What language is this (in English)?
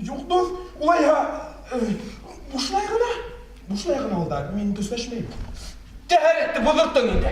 Bashkir